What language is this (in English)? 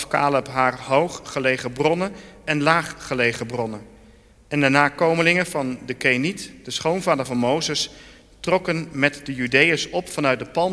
Dutch